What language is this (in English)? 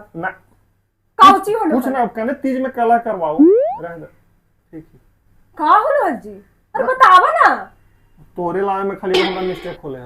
Magahi